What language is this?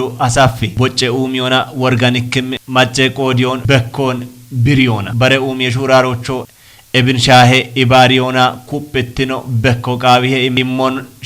Kafa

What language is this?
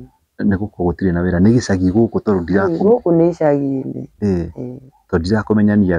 Kikuyu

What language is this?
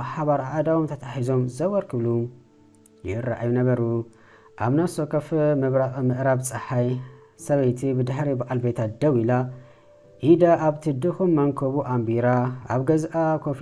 Tigrinya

